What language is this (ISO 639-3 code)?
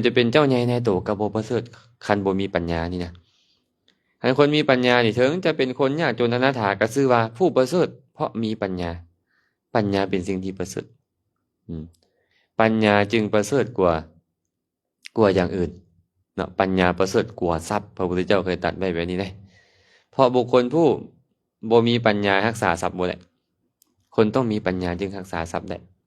lao